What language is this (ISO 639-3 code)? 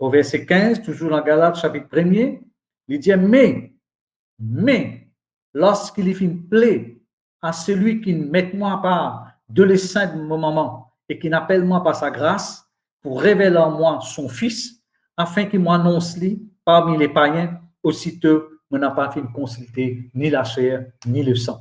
mfe